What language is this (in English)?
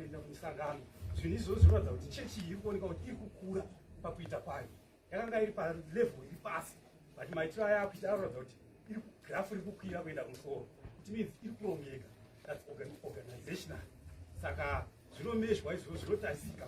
Shona